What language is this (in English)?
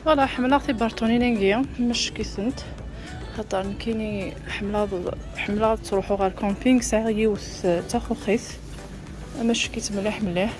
Kabyle